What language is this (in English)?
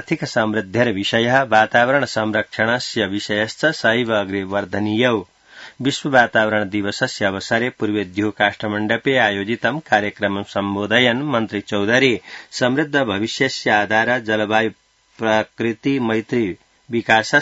Sanskrit